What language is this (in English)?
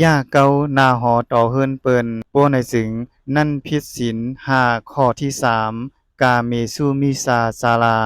Shan